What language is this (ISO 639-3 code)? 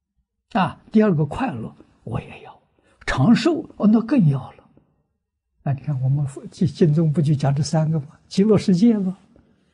zho